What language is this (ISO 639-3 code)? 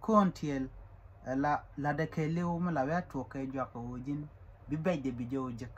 nus